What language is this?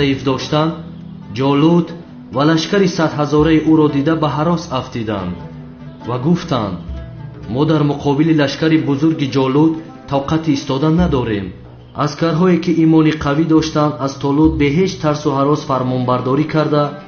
Tajik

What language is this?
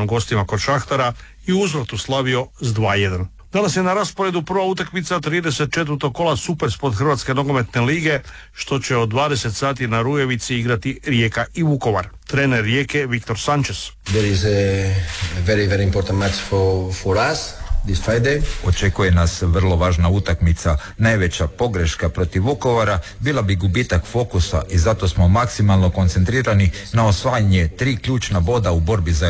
Croatian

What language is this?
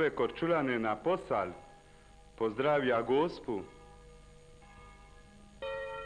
Croatian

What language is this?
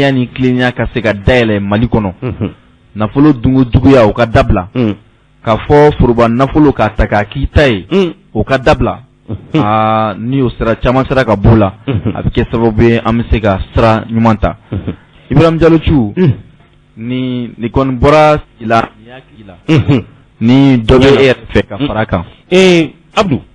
Bambara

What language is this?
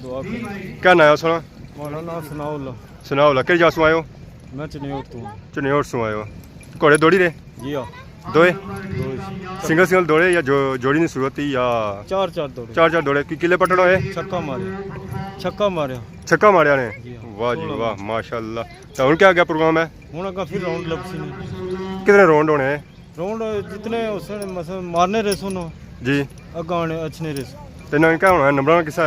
Pahari-Potwari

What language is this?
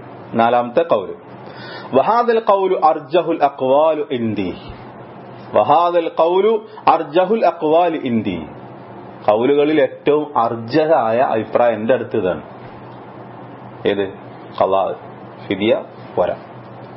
Malayalam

